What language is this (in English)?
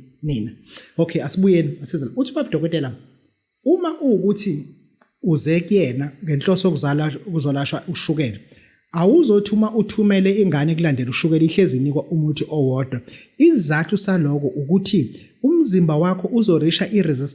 Zulu